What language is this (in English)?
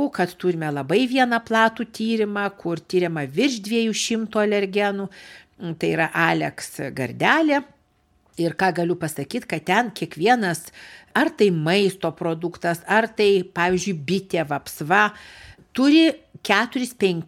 Lithuanian